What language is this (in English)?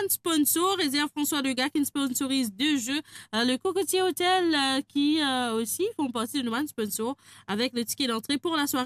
Morisyen